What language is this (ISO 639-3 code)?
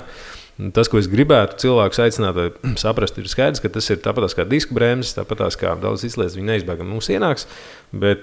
lav